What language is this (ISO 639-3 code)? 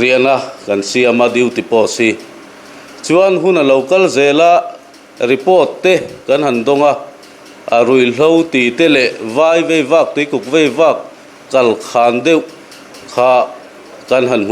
lus